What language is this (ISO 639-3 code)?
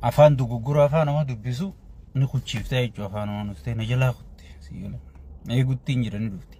orm